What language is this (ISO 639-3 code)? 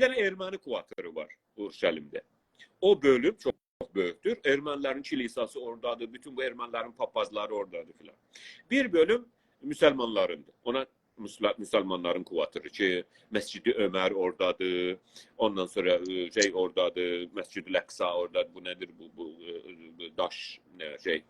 azb